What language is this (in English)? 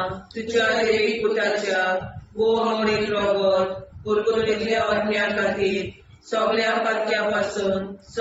Konkani